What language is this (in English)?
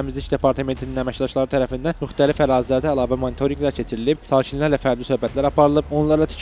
Azerbaijani